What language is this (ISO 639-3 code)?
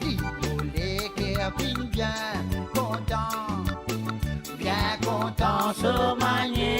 mfe